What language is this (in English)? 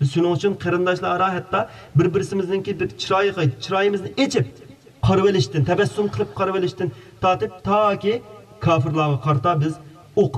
Uyghur